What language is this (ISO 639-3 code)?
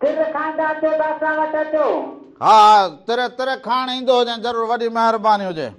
snd